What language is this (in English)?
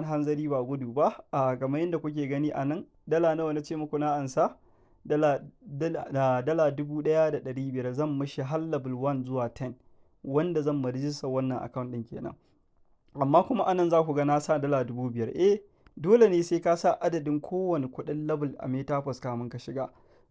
Hausa